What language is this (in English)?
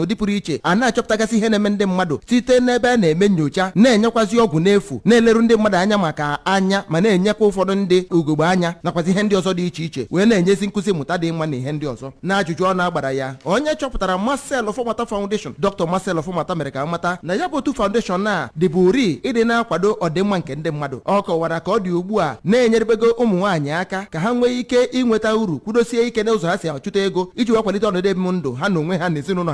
Igbo